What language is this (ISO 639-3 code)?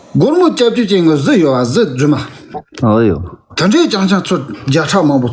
bod